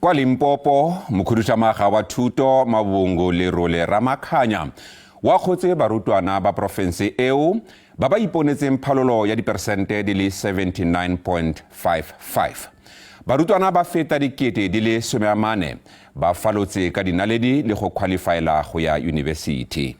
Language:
Tswana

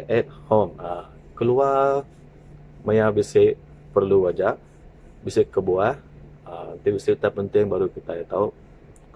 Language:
Iban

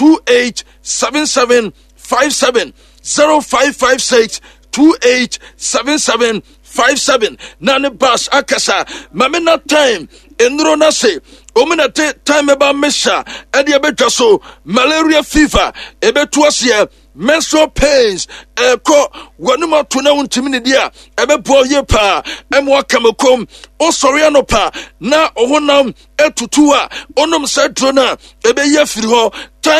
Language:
Akan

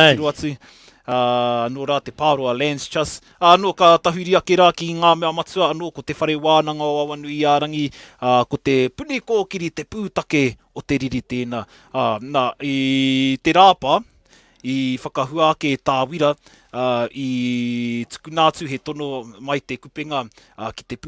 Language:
Māori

